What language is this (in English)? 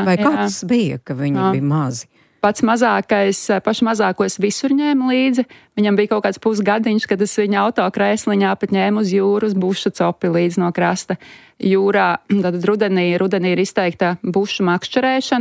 Latvian